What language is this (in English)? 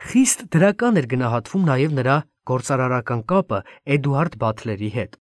Armenian